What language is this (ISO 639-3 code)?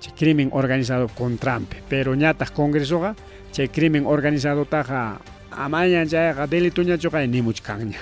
quy